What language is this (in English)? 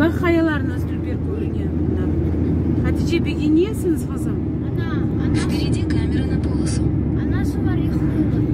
Crimean Tatar